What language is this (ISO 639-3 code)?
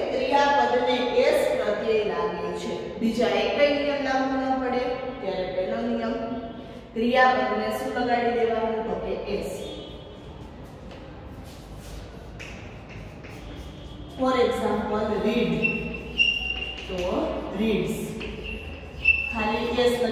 guj